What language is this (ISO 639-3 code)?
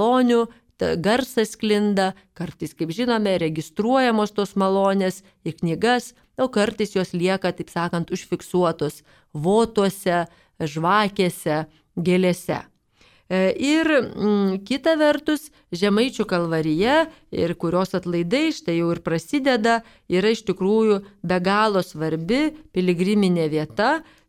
lit